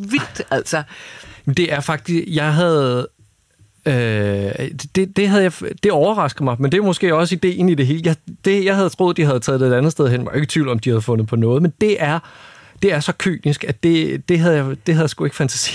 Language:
Danish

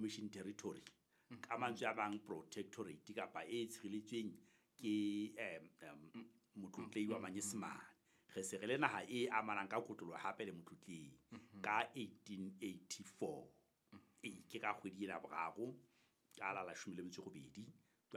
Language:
Southern Sotho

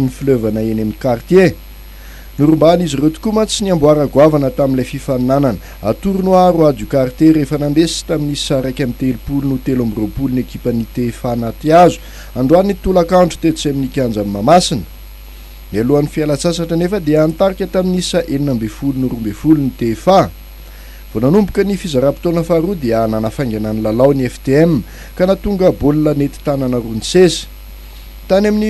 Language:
Malagasy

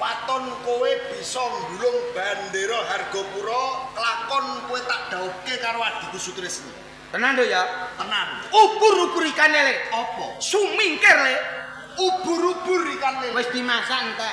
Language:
Javanese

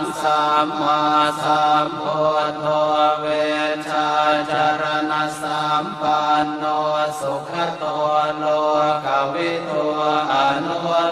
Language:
Pali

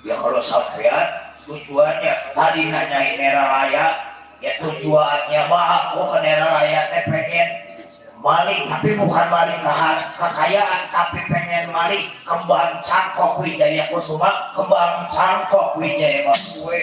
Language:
Betawi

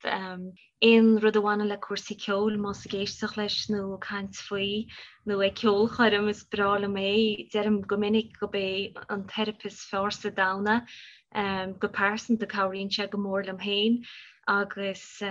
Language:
Irish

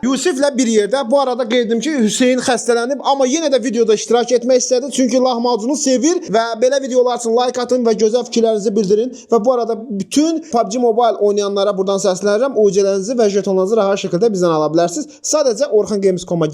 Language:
Azerbaijani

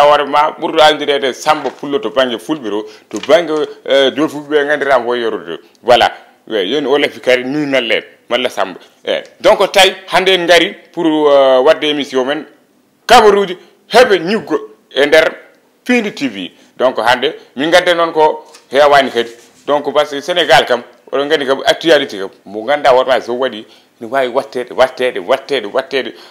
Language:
Fula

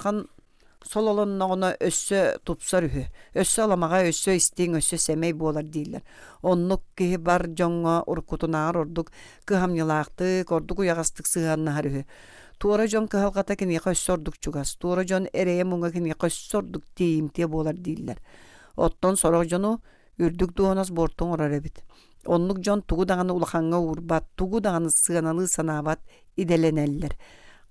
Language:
Yakut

